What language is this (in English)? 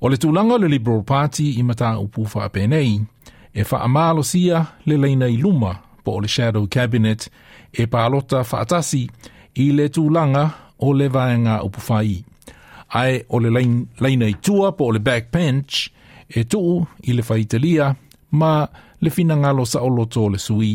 Samoan